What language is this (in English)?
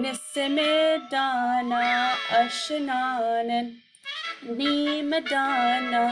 Chippewa